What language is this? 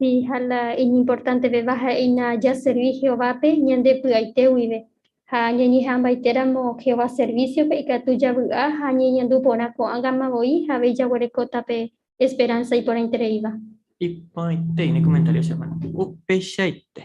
Guarani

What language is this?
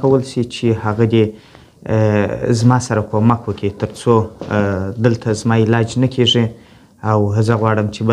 Pashto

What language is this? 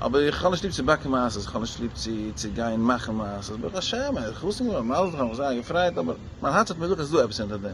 Yiddish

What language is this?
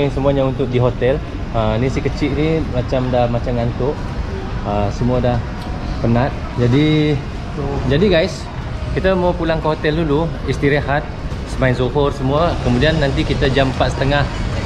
Malay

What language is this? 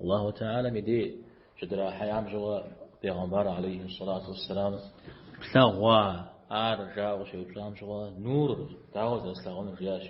Kabardian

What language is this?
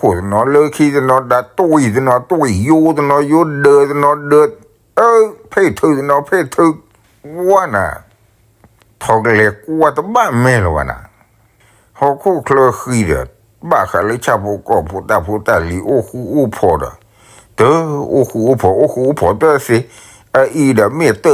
S'gaw Karen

